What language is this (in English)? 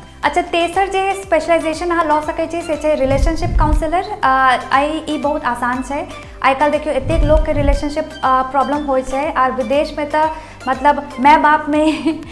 Maithili